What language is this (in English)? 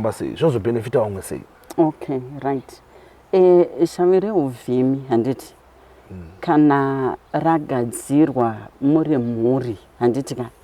Shona